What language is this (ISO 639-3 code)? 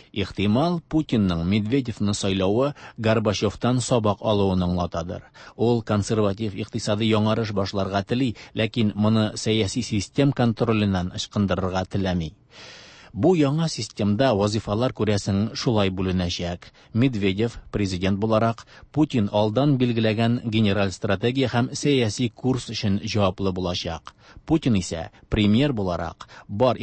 tat